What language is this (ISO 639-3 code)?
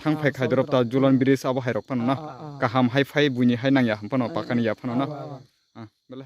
ria